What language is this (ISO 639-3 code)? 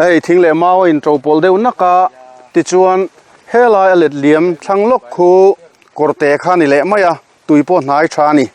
lus